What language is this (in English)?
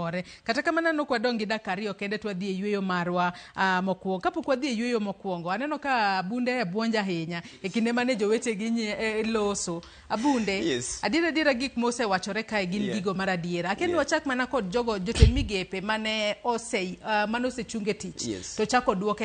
Luo (Kenya and Tanzania)